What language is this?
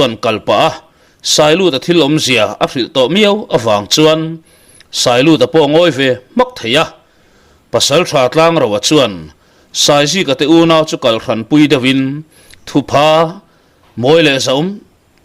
Mizo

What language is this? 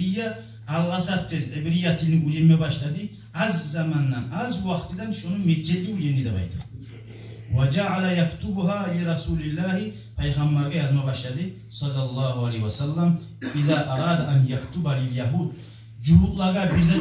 Kumyk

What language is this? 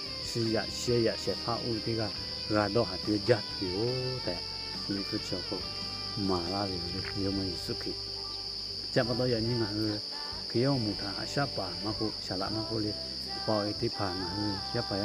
Lahu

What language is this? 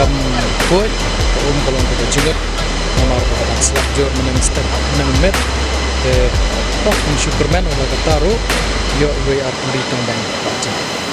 Khasi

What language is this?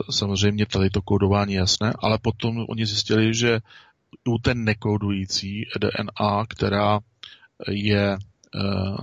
Czech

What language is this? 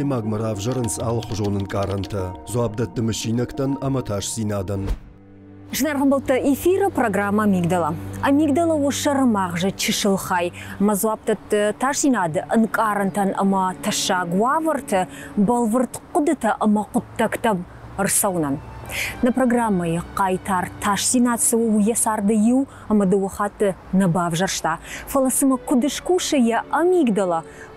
Ossetic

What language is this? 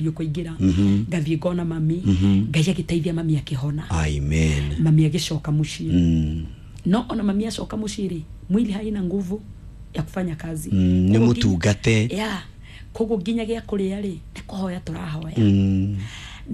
Kikuyu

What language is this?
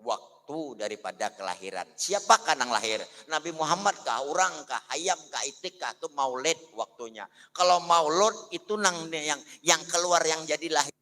Banjar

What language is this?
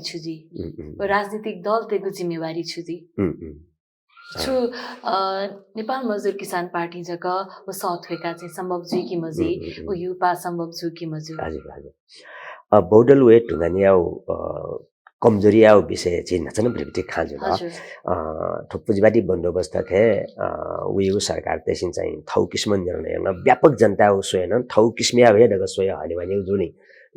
Newari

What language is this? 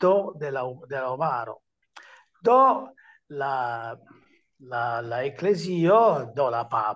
Esperanto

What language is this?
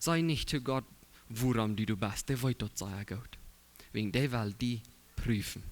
Plautdietsch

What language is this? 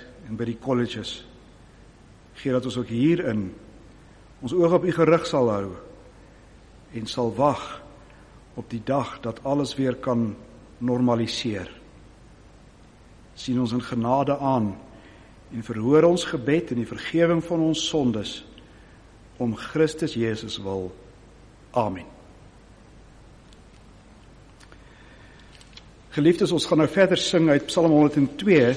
Afrikaans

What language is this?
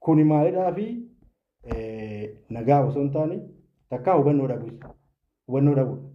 Oromo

